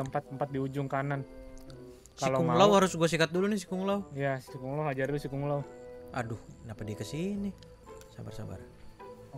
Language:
Indonesian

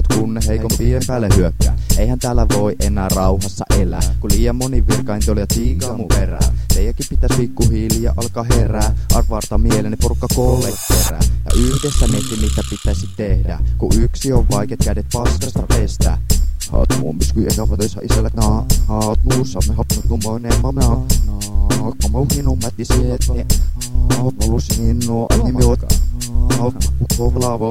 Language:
Finnish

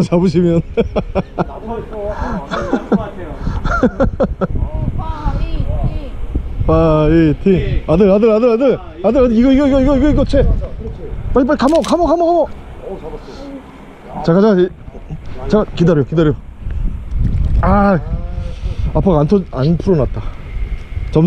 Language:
Korean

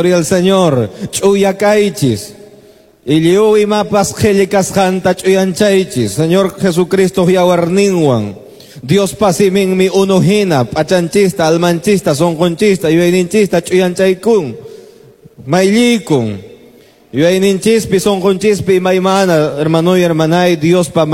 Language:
Quechua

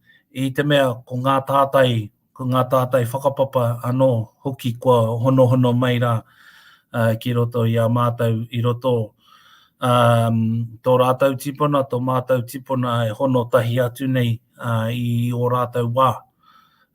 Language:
Māori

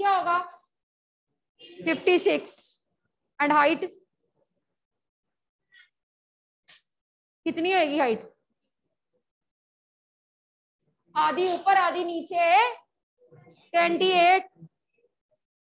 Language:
Hindi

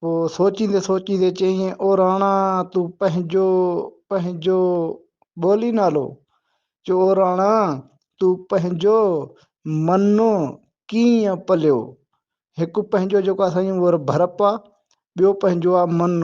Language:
Sindhi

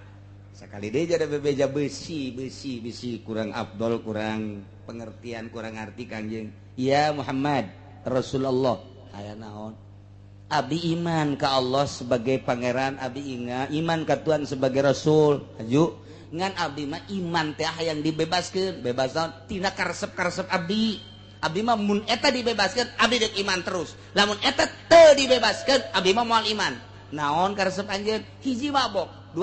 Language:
Sundanese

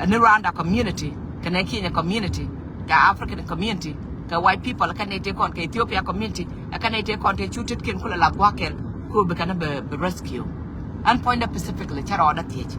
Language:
Nuer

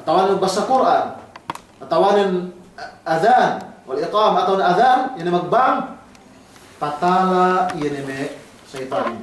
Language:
Yakan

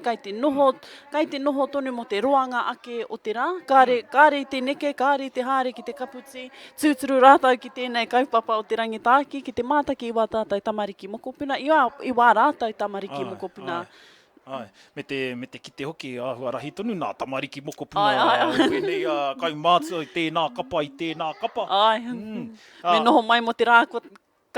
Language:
Māori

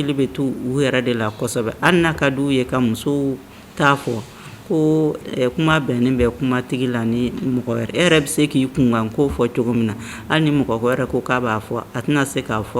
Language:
Bambara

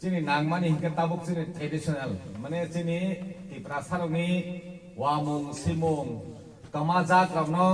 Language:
Kok Borok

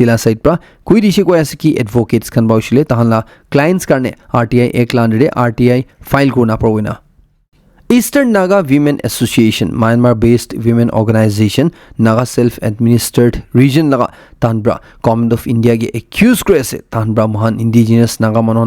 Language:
Naga Pidgin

